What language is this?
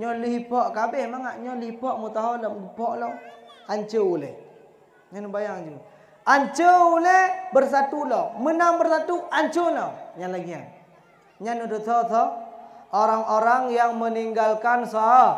Achinese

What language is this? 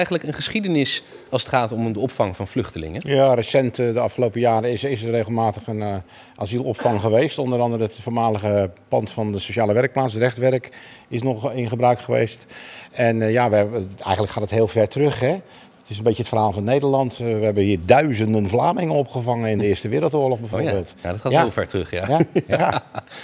Dutch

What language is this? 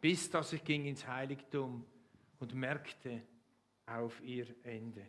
Swiss German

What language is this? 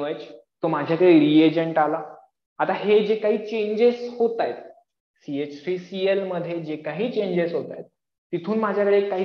Marathi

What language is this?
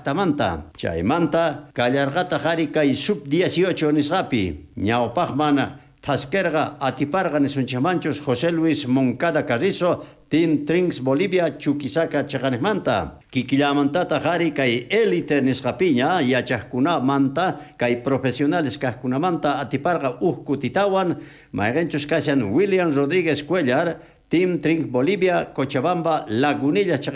South Bolivian Quechua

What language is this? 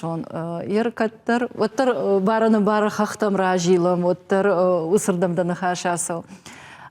Ossetic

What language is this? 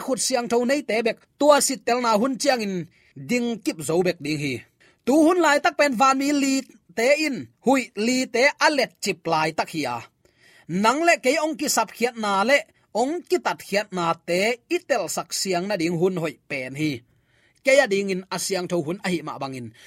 Tedim Chin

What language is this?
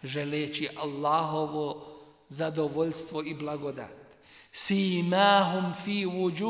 Bosnian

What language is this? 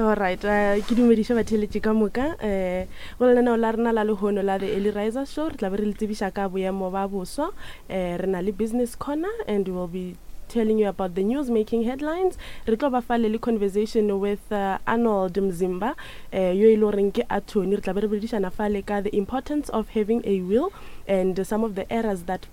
Northern Sotho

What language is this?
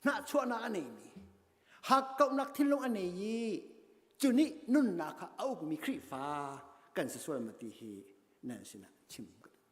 Hakha Chin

